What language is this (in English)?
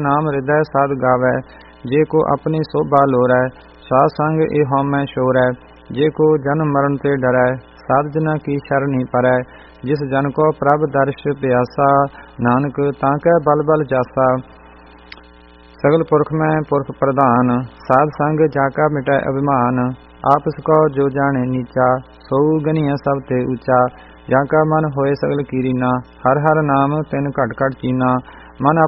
Punjabi